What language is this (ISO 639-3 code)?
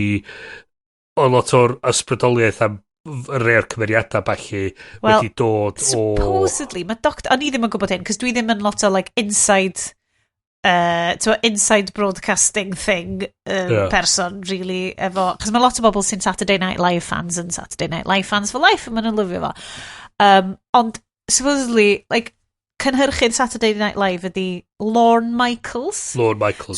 cym